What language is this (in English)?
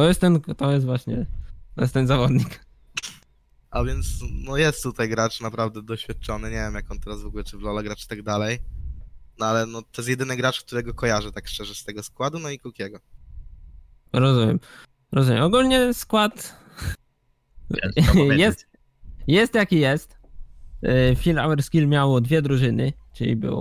Polish